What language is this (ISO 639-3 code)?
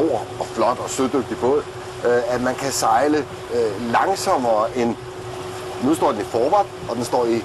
dan